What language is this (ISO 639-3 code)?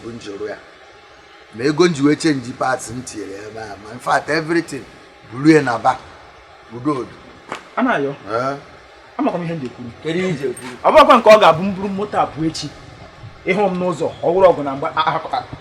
ibo